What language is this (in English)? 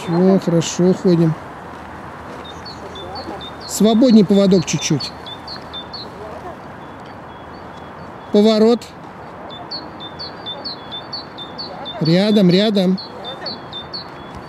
Russian